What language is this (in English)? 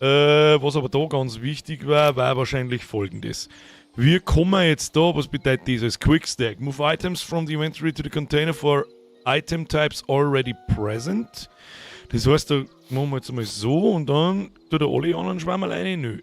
Bavarian